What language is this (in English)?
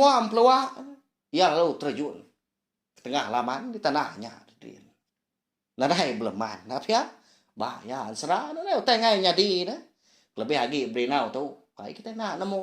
Iban